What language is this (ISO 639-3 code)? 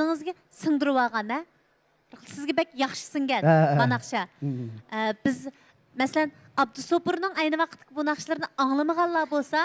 uig